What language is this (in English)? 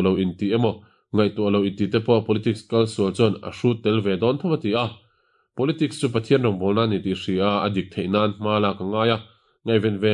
Mizo